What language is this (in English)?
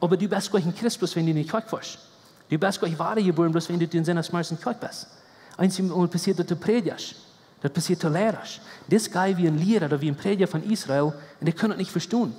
Plautdietsch